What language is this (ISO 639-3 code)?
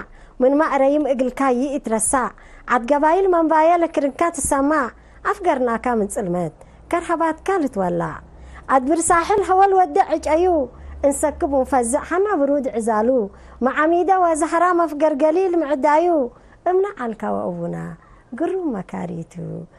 tig